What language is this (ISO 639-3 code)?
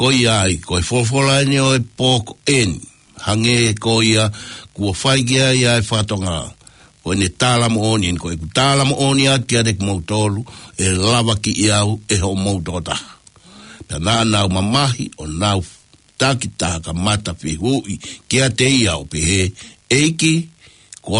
ton